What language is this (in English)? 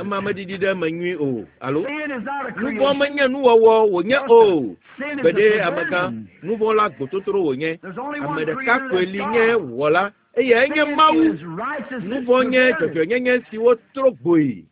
Ewe